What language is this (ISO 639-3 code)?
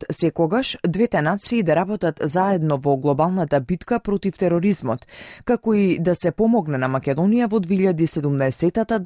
mkd